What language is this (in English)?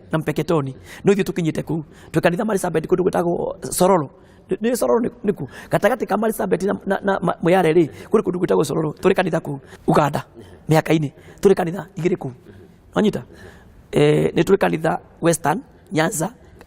Kikuyu